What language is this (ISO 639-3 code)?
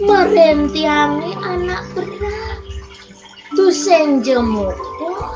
ban